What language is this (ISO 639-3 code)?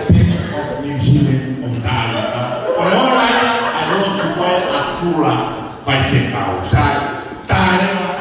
ton